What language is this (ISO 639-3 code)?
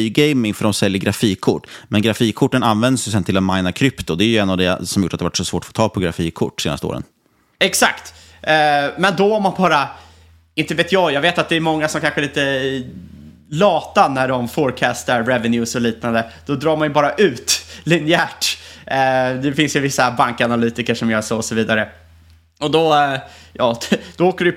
swe